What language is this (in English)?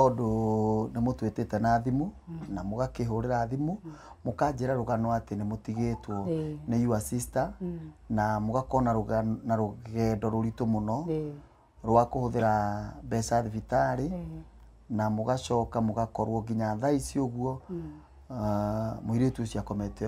Kikuyu